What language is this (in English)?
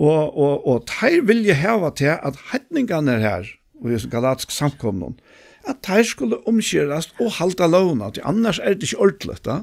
Faroese